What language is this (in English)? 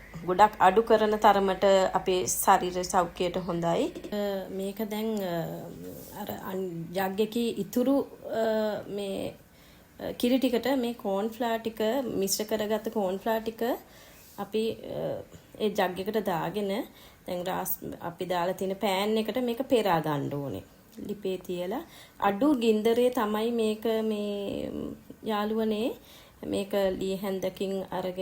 Sinhala